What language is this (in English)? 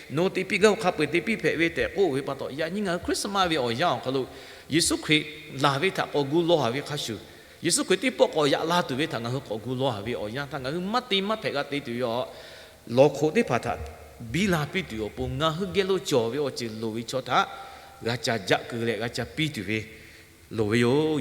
Lahu